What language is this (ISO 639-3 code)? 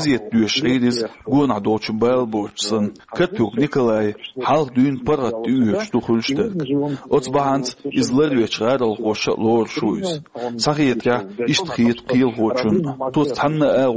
che